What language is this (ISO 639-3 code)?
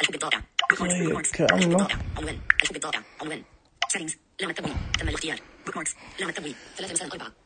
ars